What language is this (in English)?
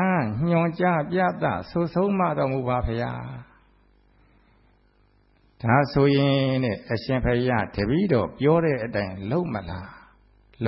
Burmese